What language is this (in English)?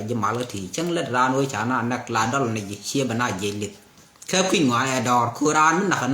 Nuer